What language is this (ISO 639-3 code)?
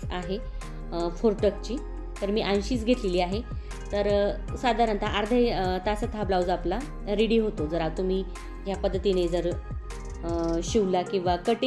mar